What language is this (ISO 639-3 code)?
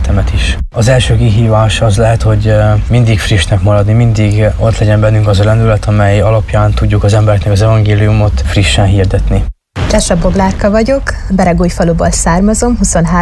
hun